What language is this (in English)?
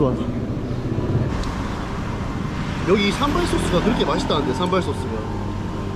Korean